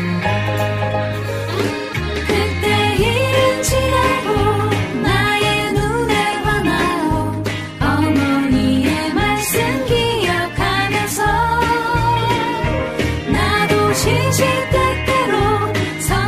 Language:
Korean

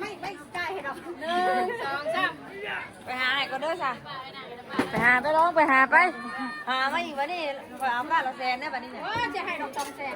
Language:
Northeastern Thai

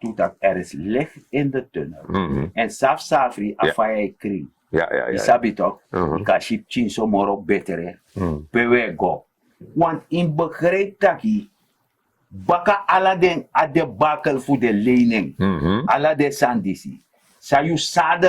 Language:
Sranan Tongo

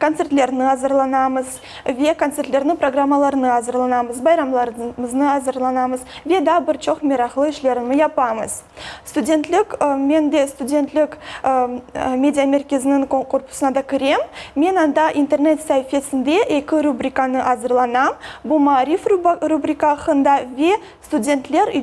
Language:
Crimean Tatar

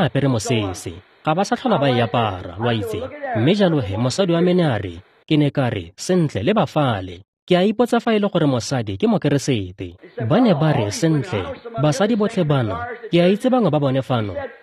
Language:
Tswana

